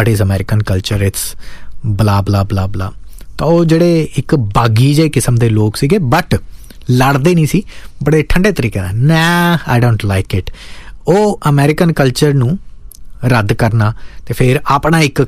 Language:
Punjabi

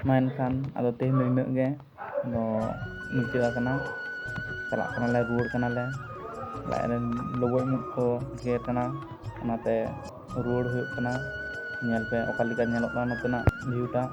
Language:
Santali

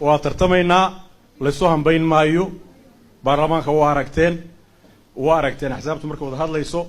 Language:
Somali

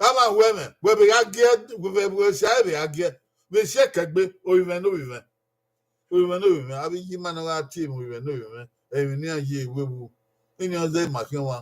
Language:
Bini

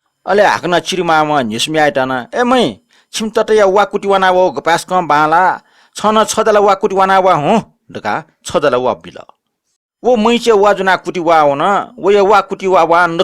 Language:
Newari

